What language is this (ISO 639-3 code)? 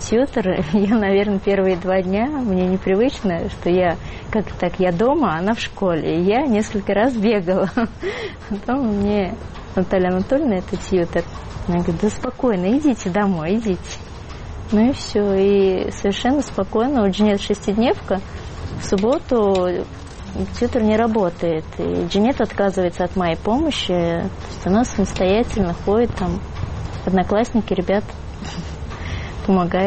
rus